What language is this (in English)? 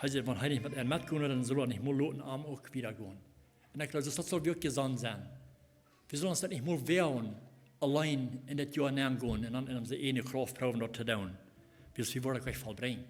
Plautdietsch